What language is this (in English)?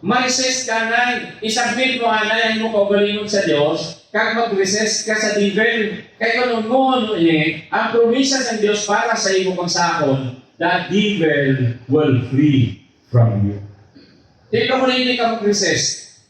Hiligaynon